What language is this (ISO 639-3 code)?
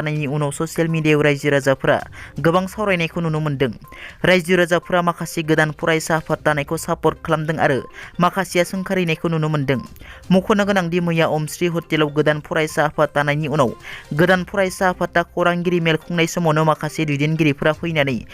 brx